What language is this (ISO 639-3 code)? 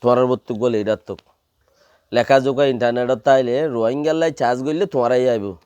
rhg